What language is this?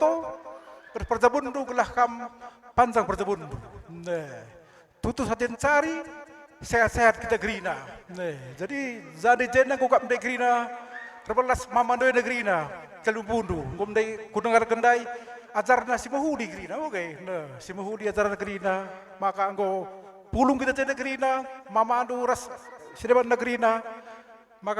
Batak Karo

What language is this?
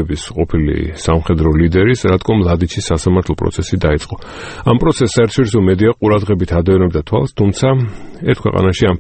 Georgian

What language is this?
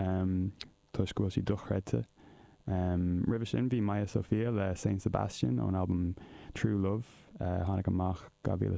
Irish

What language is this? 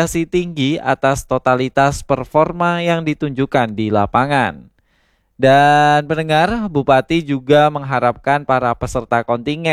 Indonesian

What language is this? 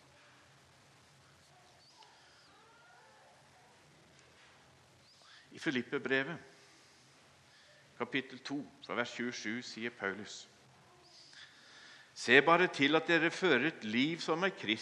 Norwegian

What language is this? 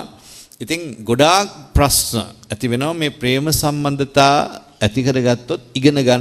Sinhala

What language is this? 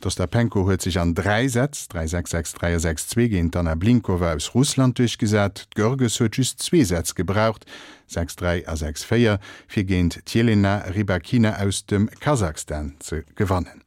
Luxembourgish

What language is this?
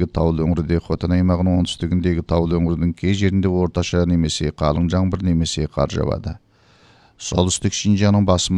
Kazakh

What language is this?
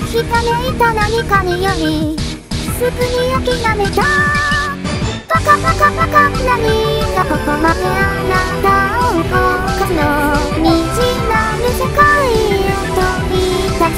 Japanese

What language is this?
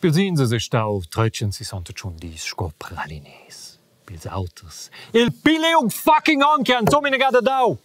Romansh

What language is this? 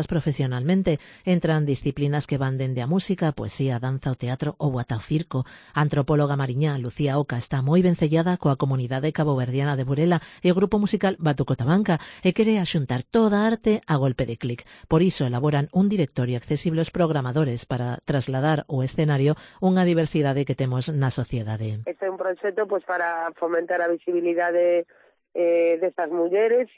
Galician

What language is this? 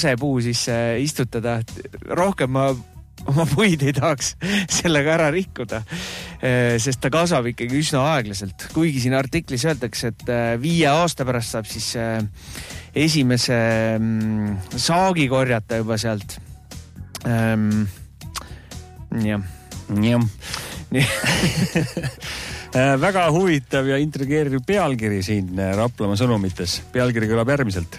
Estonian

